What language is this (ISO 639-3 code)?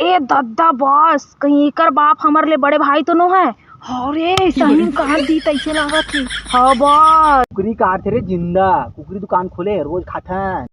hne